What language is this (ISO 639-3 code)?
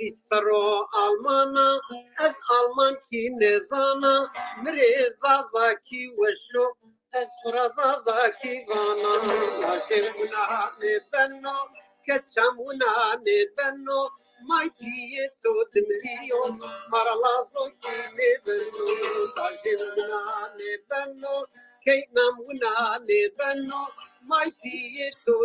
zza